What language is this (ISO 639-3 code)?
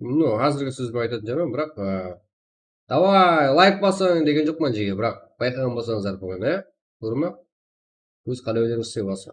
kaa